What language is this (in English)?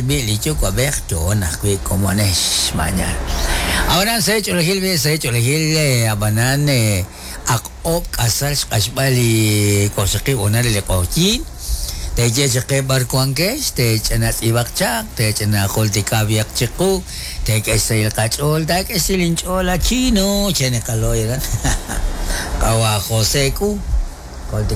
Kekchí